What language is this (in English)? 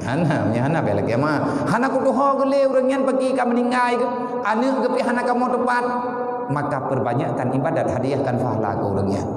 Achinese